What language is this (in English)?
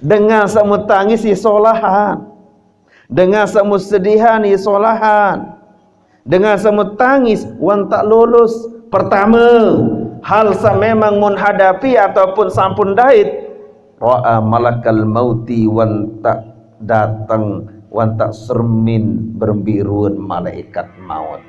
Sasak